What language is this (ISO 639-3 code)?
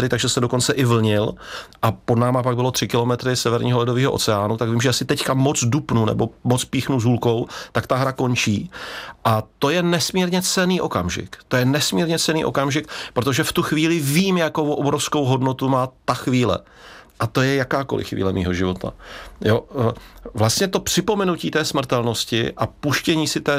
ces